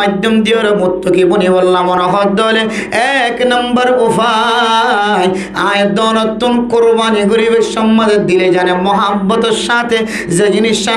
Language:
Rohingya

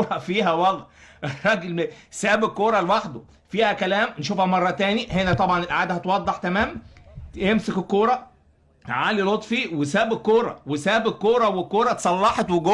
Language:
Egyptian Arabic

